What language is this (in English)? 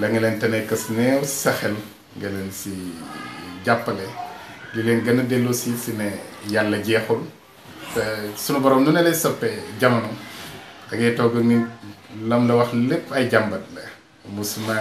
Wolof